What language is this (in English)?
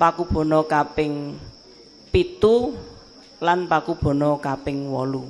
Javanese